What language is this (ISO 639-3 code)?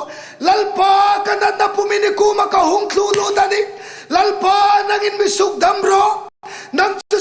hmr